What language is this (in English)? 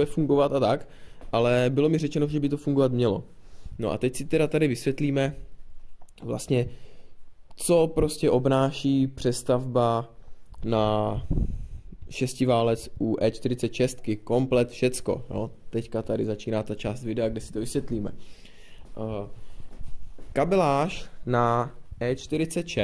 Czech